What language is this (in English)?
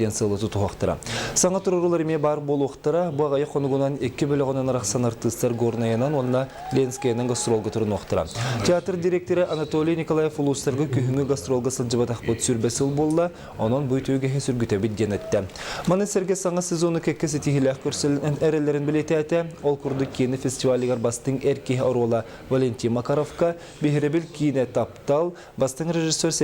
Yakut